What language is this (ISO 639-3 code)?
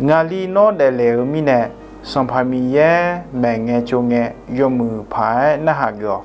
ahk